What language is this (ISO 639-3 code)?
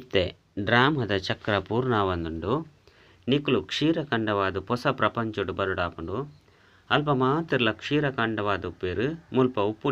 tcy